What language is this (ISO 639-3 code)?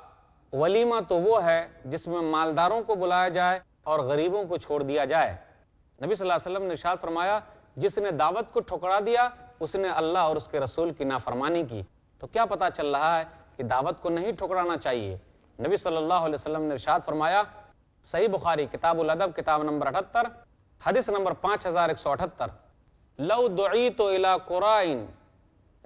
urd